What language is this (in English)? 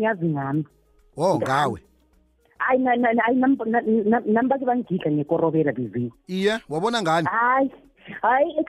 South Ndebele